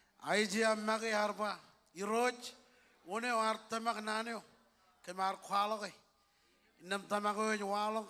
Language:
Marshallese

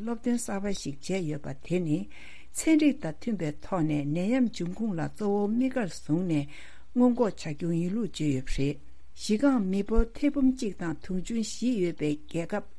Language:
Tibetan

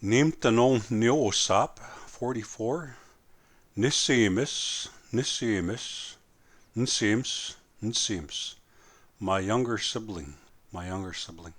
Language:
Plains Cree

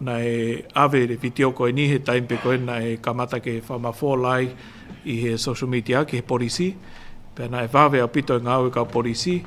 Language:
Tongan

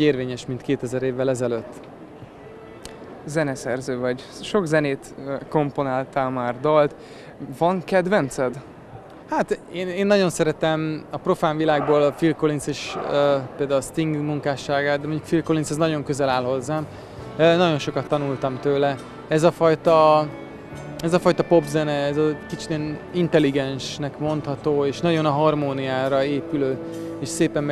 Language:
Hungarian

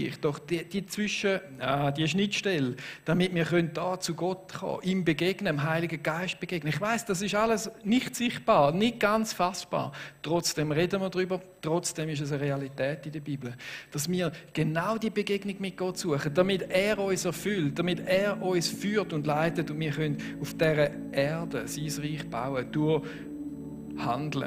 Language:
Swiss German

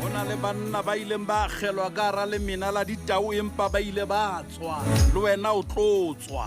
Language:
Southern Sotho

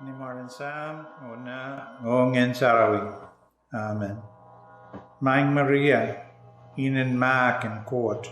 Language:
Pohnpeian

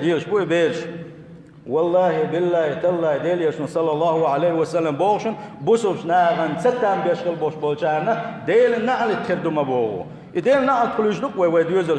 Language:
Chechen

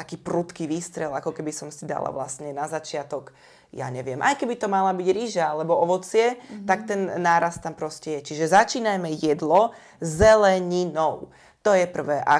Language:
Slovak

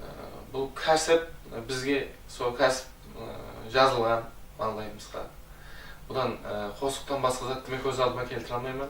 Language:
Kara-Kalpak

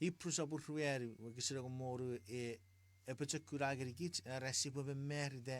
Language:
Chuukese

